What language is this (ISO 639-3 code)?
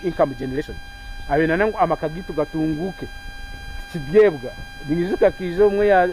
nyn